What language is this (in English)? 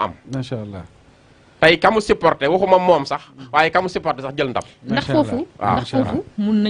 Wolof